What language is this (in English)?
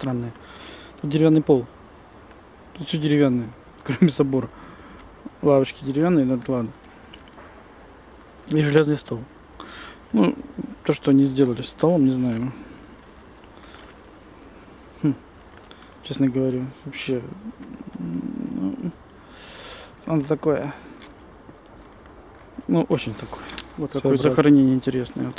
Russian